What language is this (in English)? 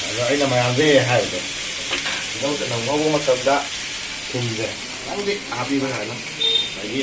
Manipuri